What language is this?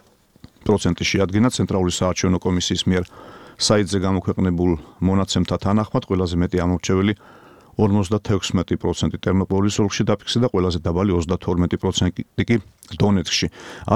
Georgian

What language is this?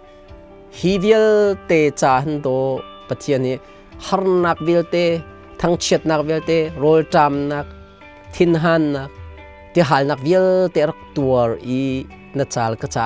Hakha Chin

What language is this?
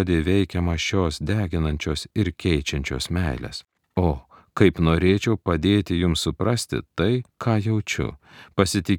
Lithuanian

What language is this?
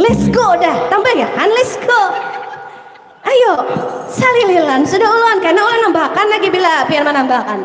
Banjar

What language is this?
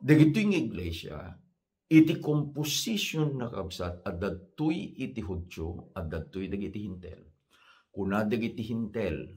Iloko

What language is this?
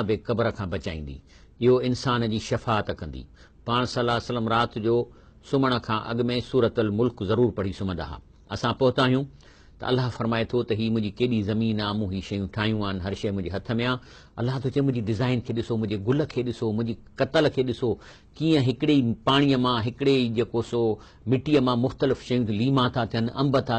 Sindhi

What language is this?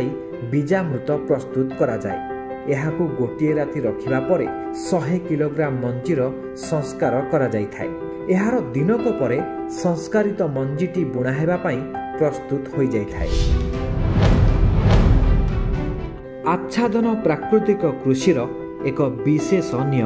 Odia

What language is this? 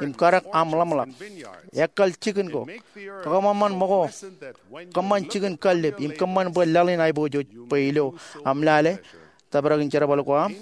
Marshallese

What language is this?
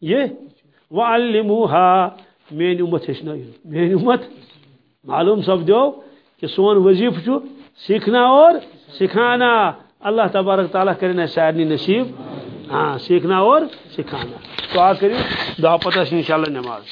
Kashmiri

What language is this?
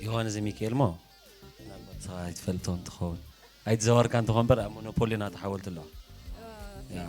Tigrinya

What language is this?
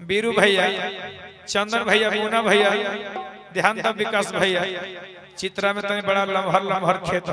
Magahi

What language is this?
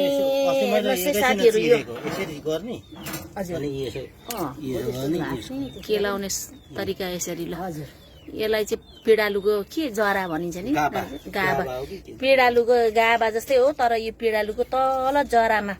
Nepali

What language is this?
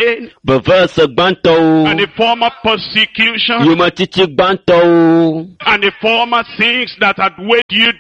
Ewe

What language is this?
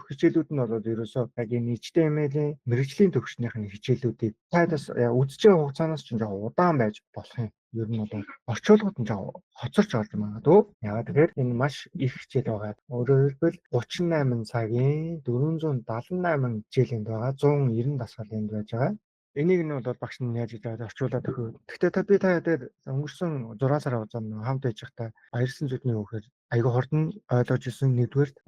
Mongolian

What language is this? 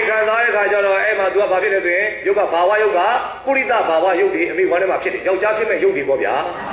Burmese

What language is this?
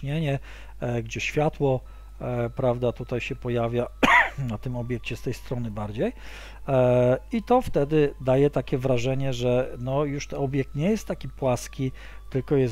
Polish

